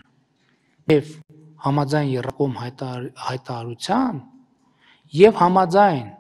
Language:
Armenian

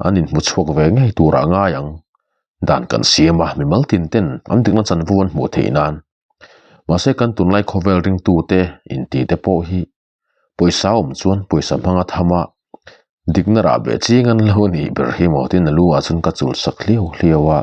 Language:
Mizo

